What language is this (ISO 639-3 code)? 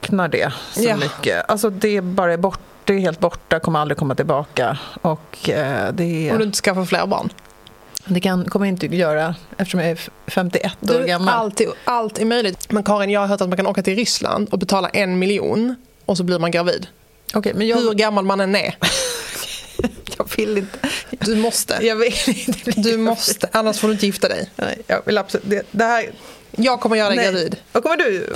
swe